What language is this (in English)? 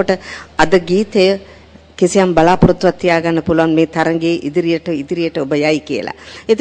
Sinhala